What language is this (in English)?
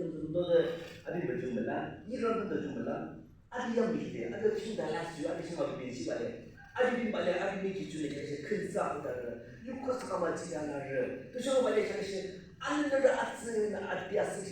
Yimchungru Naga